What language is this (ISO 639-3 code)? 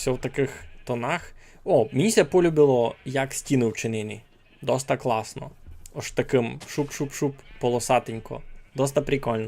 rue